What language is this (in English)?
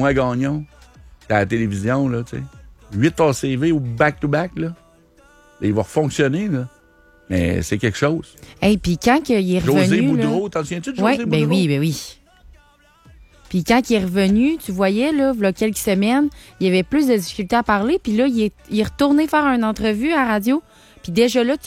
French